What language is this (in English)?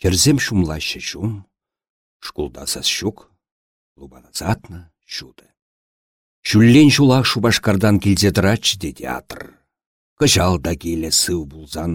Chuvash